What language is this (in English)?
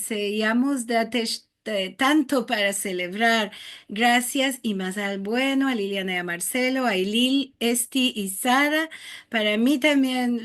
Ladino